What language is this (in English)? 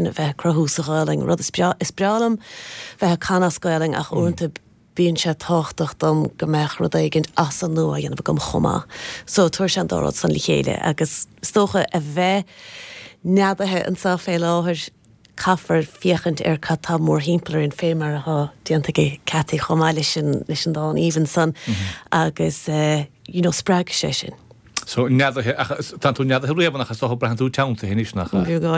Irish